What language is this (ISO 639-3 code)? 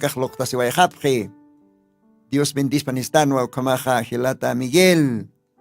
aym